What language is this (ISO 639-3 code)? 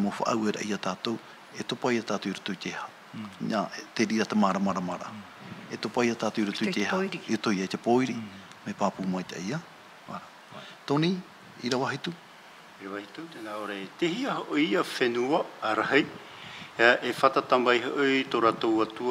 tah